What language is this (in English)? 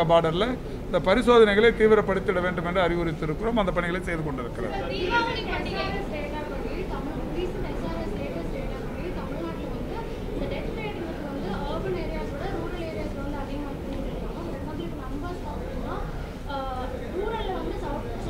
Tamil